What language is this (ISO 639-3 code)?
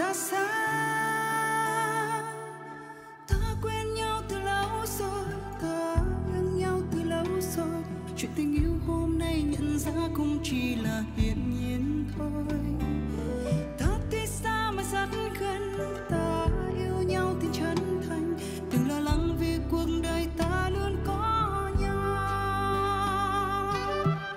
vie